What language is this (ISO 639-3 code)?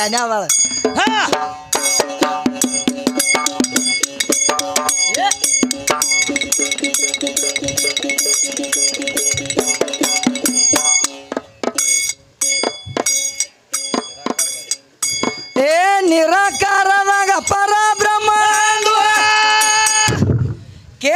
kan